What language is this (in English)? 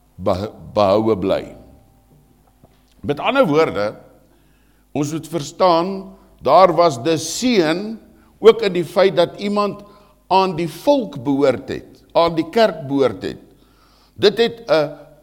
Afrikaans